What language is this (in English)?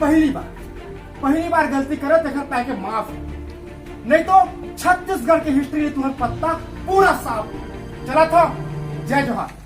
Chhattisgarhi